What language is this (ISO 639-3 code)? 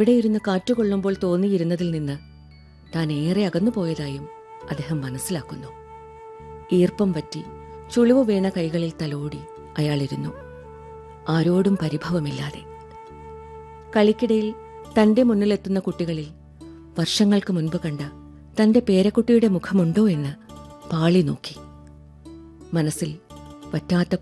mal